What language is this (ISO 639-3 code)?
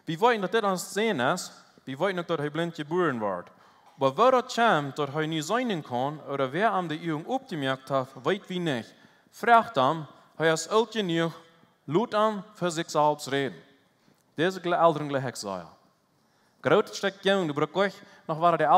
pdt